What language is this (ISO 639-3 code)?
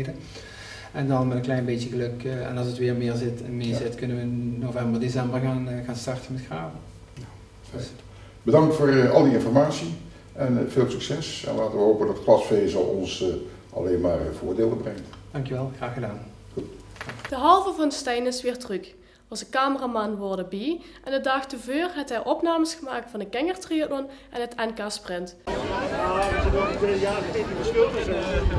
nld